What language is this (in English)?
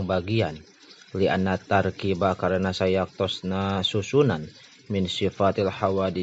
Sundanese